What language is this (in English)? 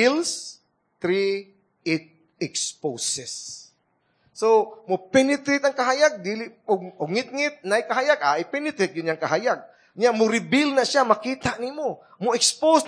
Cebuano